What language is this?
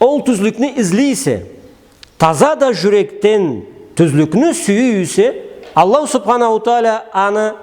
Karachay-Balkar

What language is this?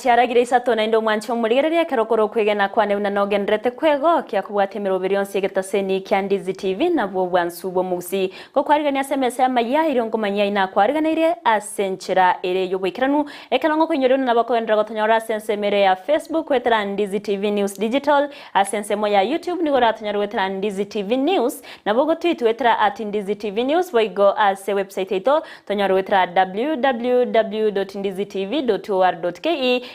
Gusii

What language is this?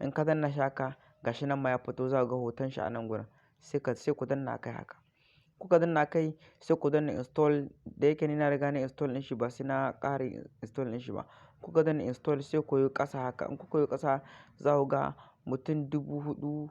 Hausa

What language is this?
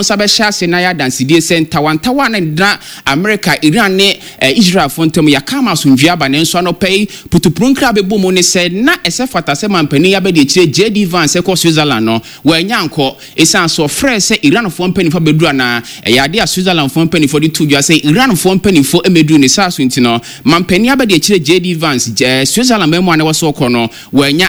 Akan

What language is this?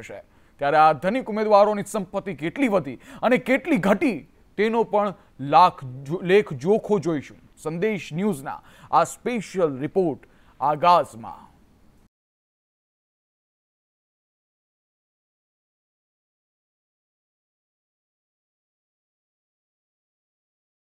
Gujarati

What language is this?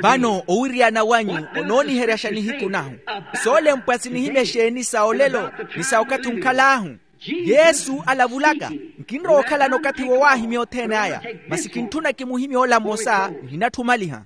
Makhuwa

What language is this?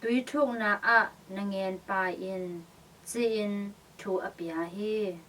Tedim Chin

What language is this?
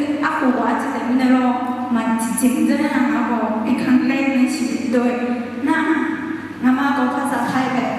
Akha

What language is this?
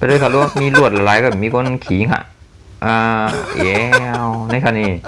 Shan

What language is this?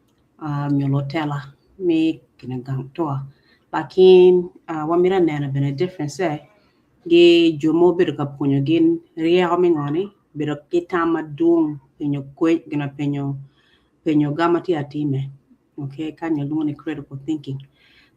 Acoli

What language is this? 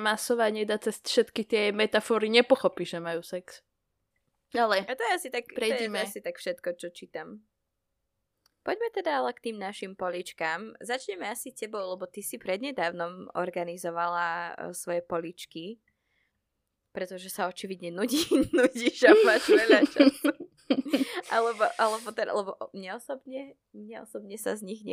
Slovak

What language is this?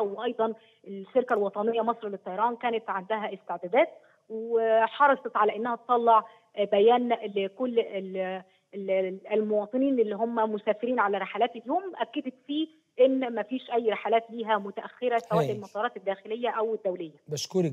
Egyptian Arabic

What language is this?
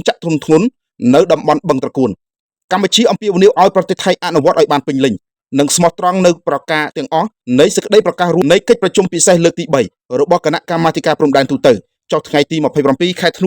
Khmer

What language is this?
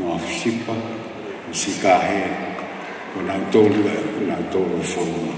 Tongan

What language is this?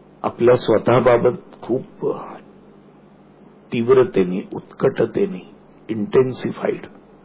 Marathi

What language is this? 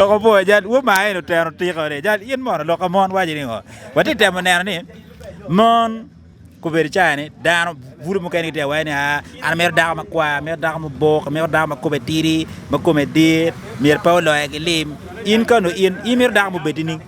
Acoli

